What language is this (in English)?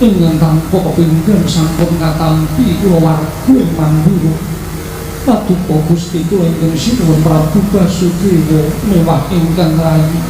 Javanese